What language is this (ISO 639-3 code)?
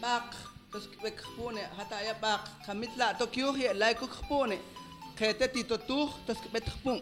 mam